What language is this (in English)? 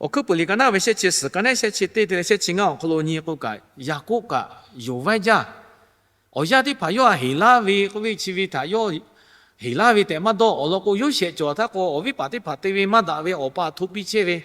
Lahu